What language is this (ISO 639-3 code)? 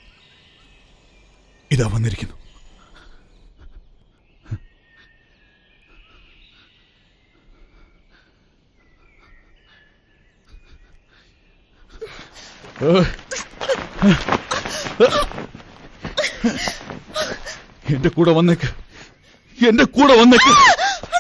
mal